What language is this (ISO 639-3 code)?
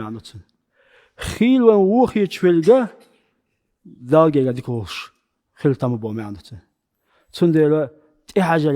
che